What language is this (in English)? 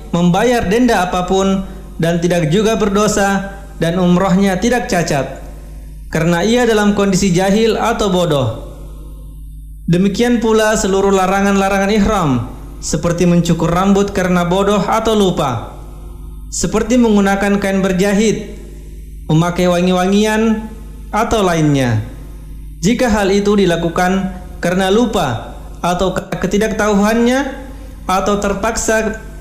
Indonesian